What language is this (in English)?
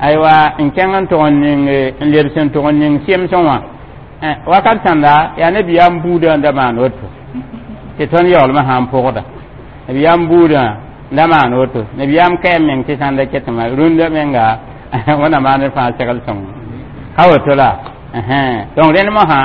Mossi